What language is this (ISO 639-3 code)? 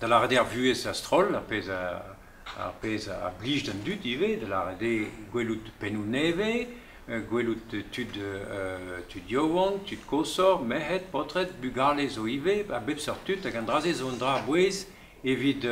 bre